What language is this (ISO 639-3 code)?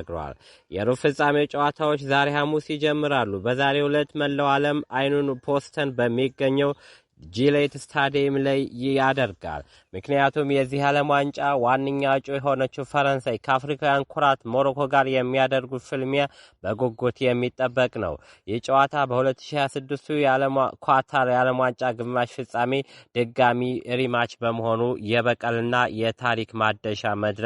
amh